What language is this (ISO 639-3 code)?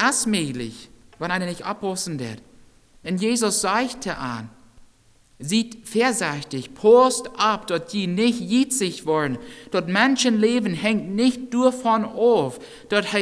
pdt